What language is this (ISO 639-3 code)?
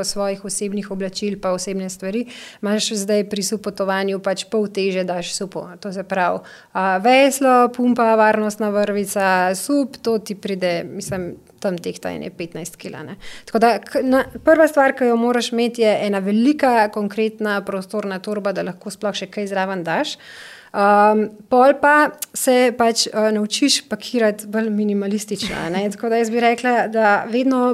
slv